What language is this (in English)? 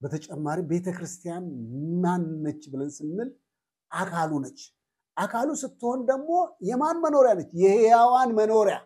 Amharic